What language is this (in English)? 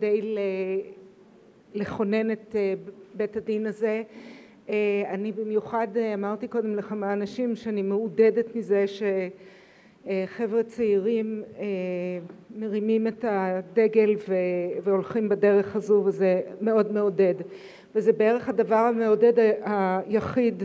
Hebrew